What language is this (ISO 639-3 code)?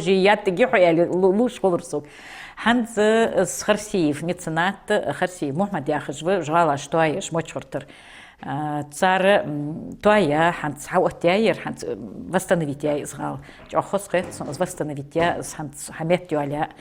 inh